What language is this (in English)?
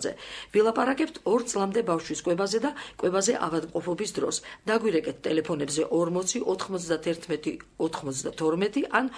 Georgian